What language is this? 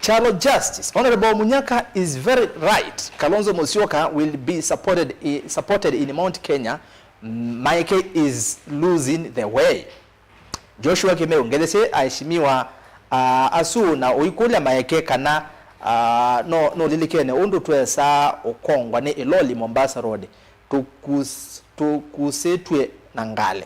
Kamba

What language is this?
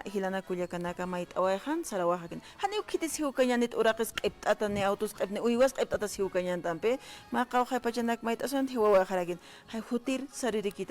Aymara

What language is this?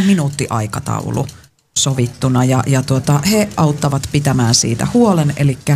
Finnish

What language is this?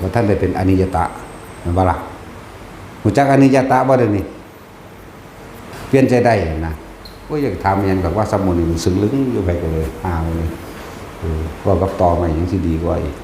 Northeastern Thai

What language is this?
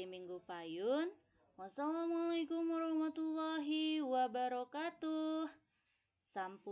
Sundanese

